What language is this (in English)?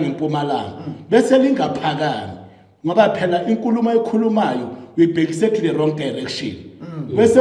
Zulu